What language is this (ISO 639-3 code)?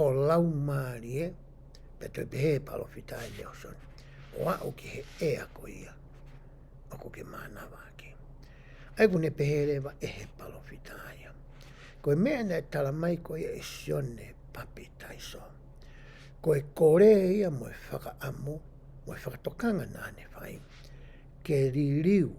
ton